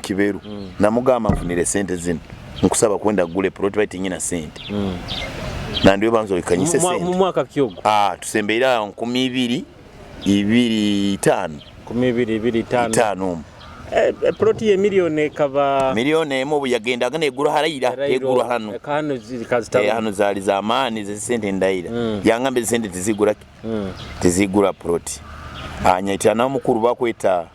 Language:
Nyoro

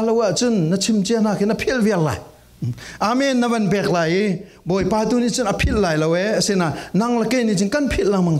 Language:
Falam Chin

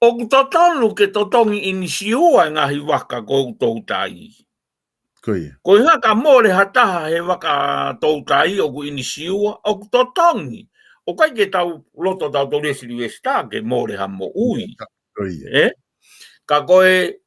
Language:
Tongan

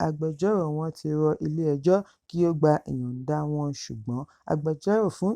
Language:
Yoruba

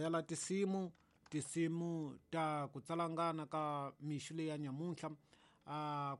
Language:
Tsonga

